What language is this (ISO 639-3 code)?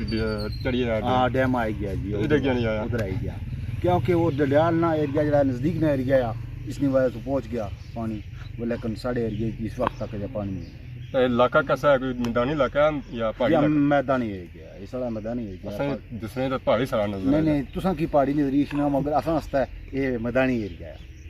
phr